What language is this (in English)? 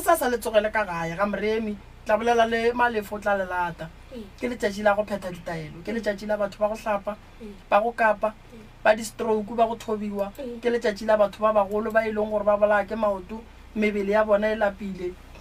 Northern Sotho